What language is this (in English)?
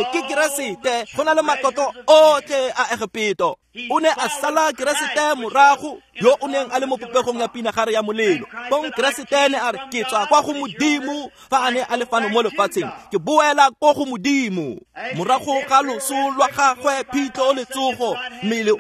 Tswana